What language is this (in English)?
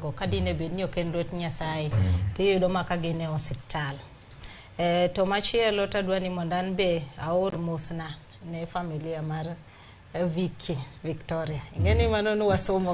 Luo (Kenya and Tanzania)